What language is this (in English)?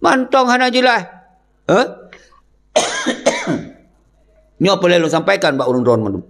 Achinese